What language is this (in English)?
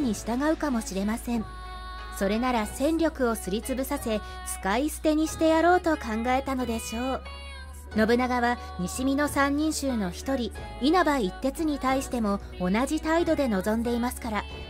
Japanese